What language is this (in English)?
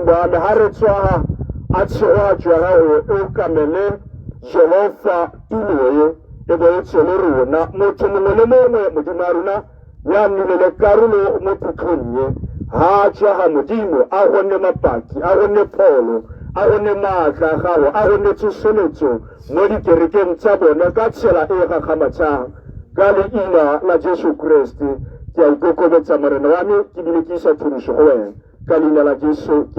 Tswana